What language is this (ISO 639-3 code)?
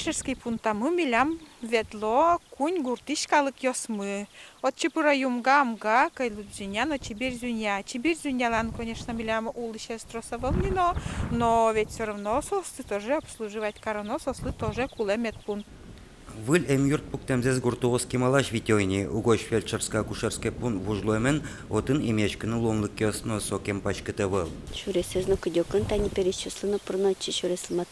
udm